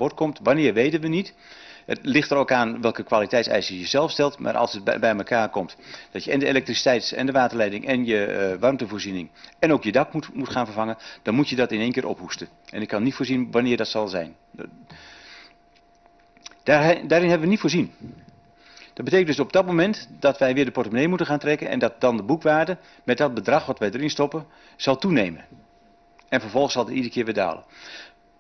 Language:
Dutch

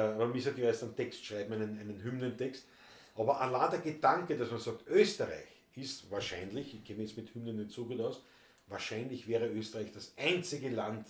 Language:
Bavarian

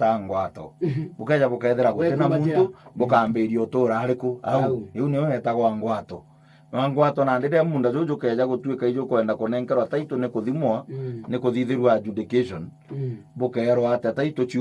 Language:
Meru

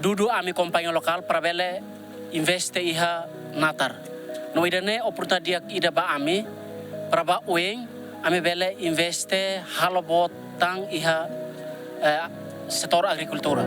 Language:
Tetum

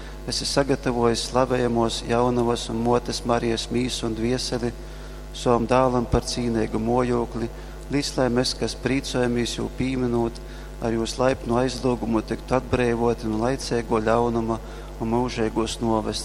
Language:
Latgalian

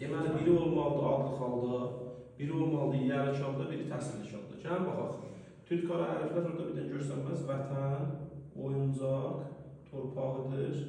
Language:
Azerbaijani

